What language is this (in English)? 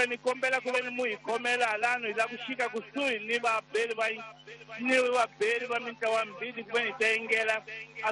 Tsonga